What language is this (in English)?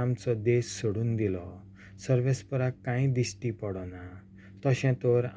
Konkani